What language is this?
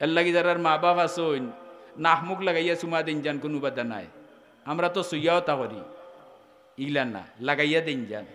Sylheti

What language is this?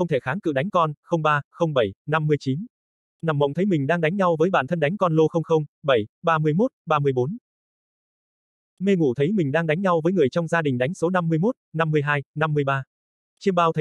Vietnamese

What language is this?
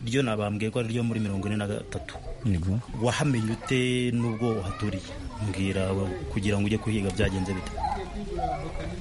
Kinyarwanda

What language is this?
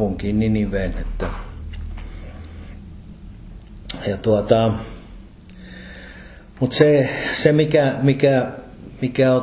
Finnish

